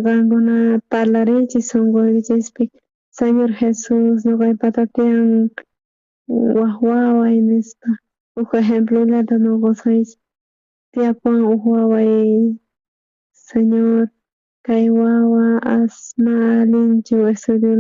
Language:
South Bolivian Quechua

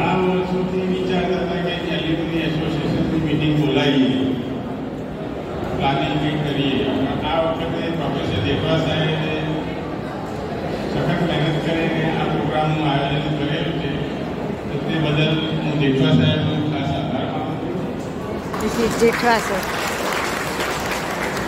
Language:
Gujarati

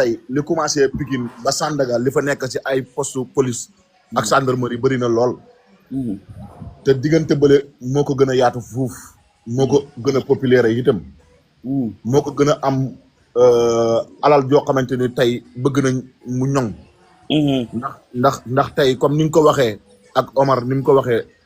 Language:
Wolof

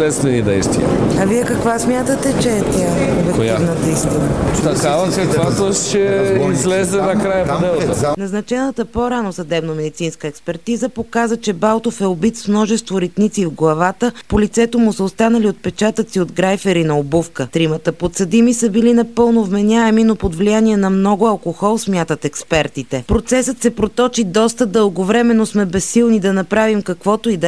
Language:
Bulgarian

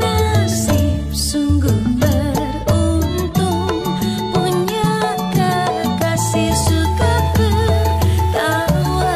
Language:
Betawi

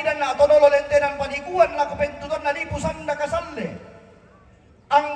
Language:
Toraja-Sa'dan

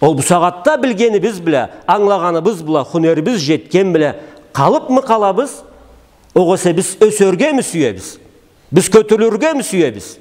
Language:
Karachay-Balkar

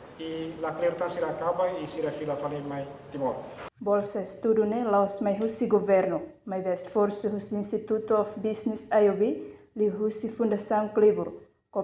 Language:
Tetum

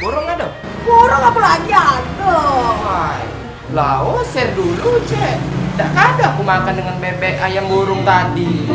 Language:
Musi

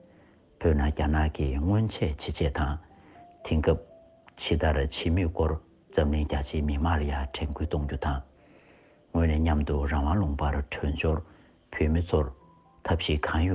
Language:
Tibetan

